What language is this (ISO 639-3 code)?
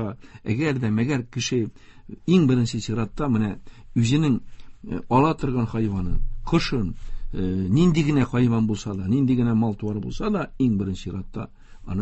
tat